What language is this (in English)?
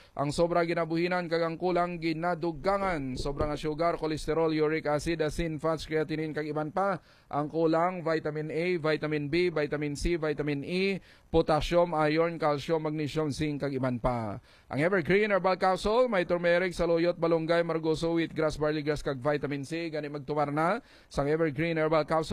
Hiligaynon